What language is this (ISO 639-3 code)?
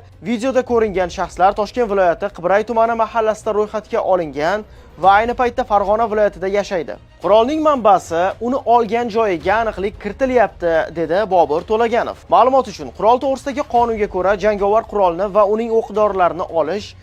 uzb